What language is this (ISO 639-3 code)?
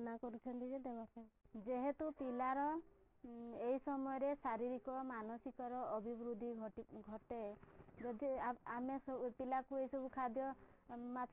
ori